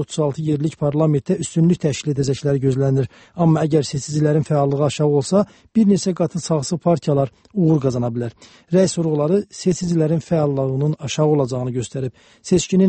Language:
Azerbaijani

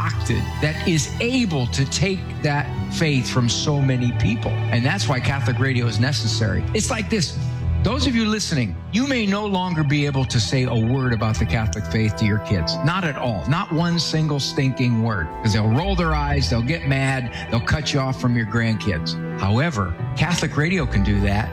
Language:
English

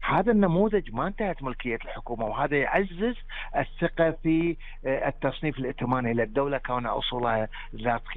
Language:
Gulf Arabic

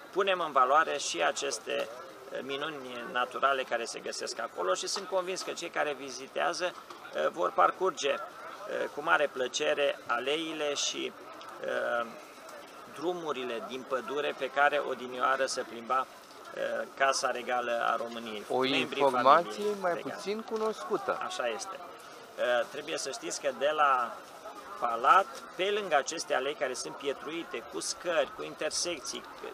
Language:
Romanian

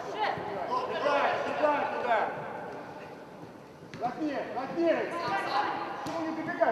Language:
Russian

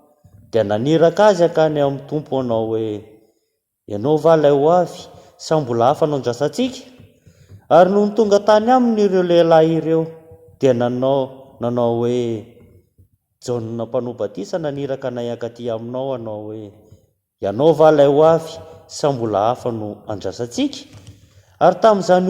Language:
Malagasy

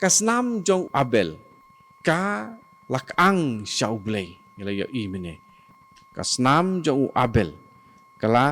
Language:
Khasi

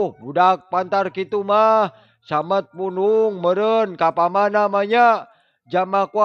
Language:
Sundanese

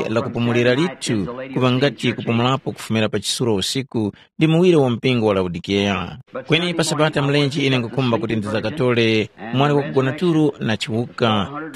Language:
Tumbuka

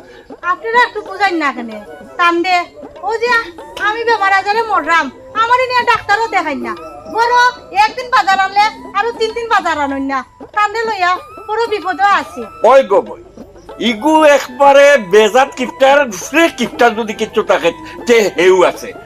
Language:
Sylheti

